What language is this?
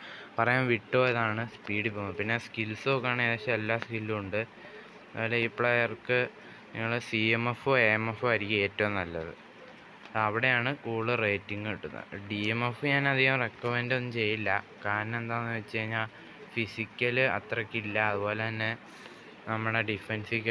Malayalam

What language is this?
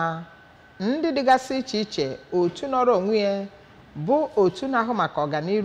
Igbo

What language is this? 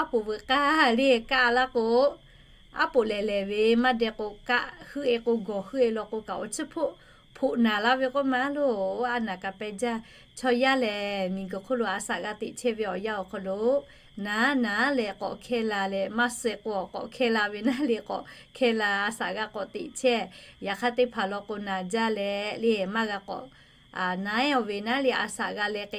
Lahu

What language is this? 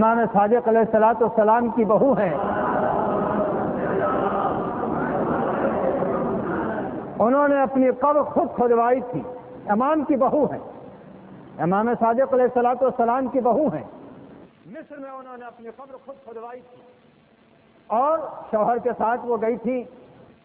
Urdu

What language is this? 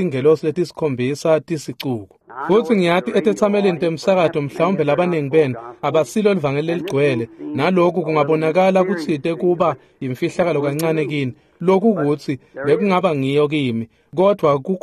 Swati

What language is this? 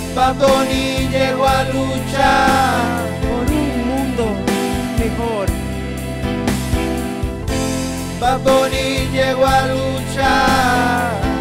Spanish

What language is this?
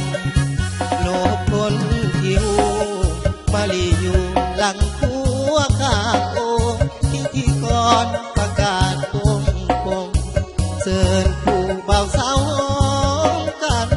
Lao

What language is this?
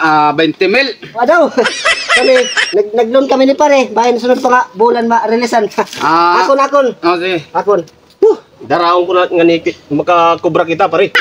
Waray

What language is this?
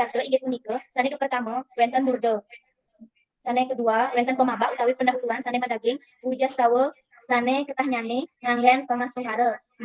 Balinese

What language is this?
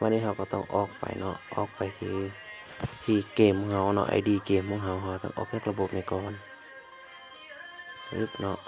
Lao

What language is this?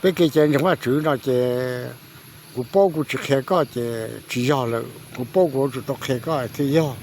Hmong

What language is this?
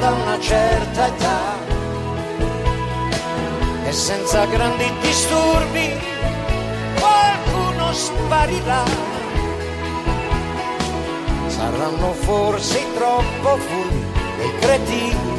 Italian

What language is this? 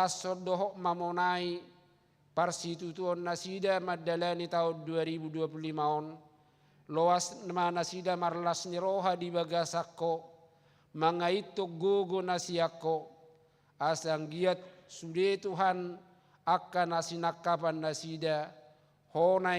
Batak Toba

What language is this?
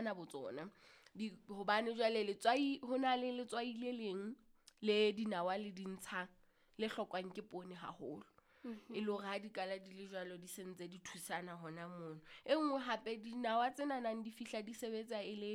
Southern Sotho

